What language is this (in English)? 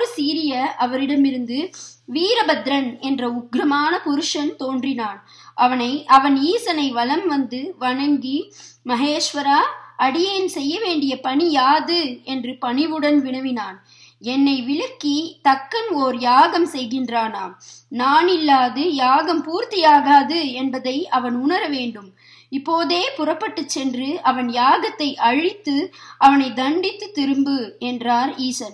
Tamil